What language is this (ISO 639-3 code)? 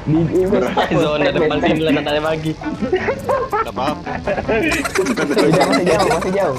mui